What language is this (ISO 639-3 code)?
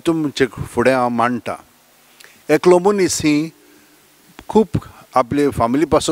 kok